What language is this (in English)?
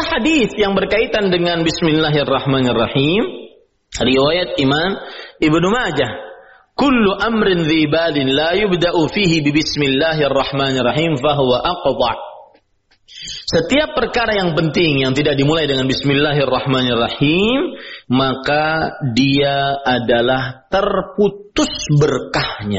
Indonesian